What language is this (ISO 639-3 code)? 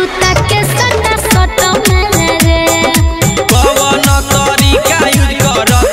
bho